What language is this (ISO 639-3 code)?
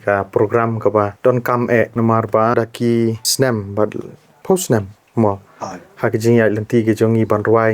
kha